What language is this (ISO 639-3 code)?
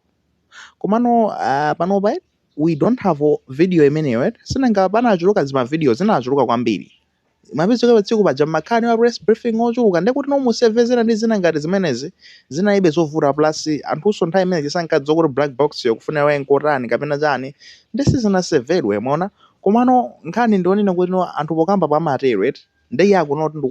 nya